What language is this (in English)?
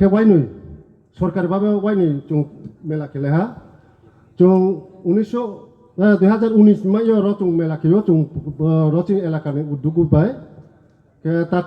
Riang (India)